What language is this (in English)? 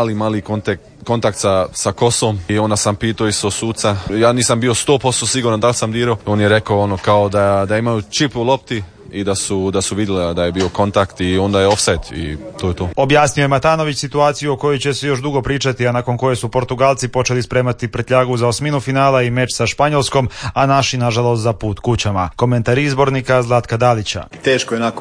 Croatian